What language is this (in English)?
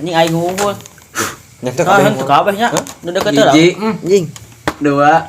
Sundanese